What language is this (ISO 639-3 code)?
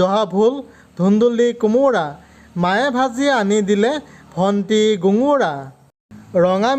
asm